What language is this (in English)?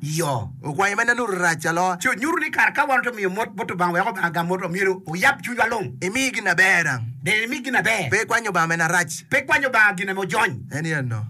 Acoli